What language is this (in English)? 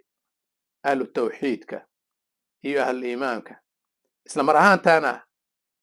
Somali